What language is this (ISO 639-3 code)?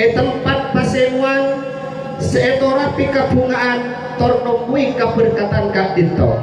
mad